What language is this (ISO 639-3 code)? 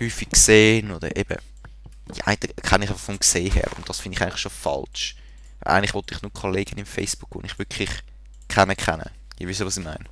gsw